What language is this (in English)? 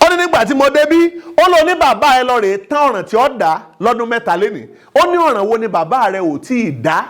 Yoruba